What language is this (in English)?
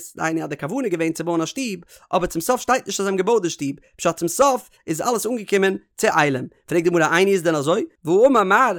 Yiddish